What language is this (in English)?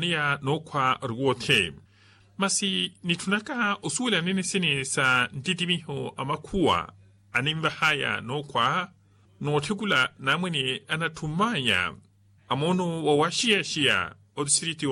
Makhuwa